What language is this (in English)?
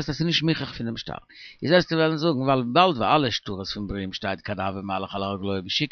Yiddish